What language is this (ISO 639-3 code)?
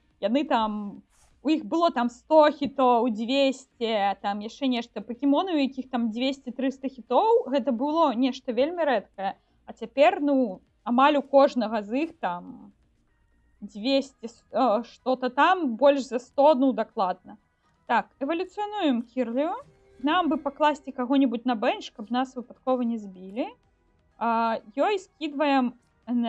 bel